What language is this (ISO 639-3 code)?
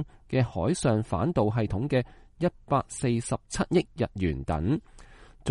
yue